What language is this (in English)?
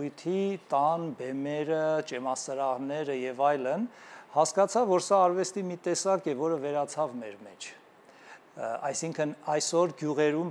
Armenian